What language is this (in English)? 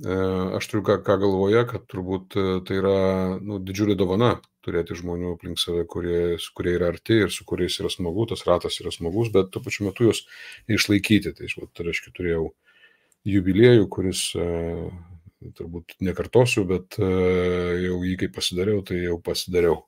Lithuanian